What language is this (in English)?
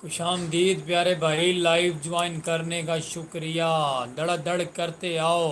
Saraiki